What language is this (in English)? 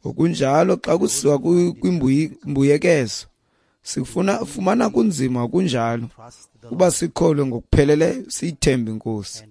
Xhosa